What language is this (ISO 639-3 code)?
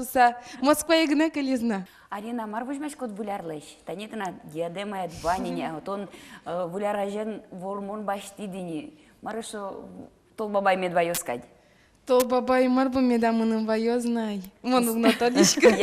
udm